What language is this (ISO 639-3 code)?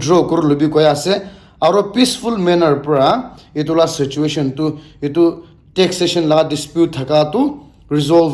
nag